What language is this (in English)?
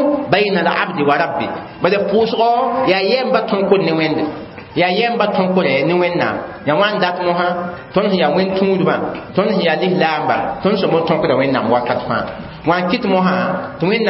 Mossi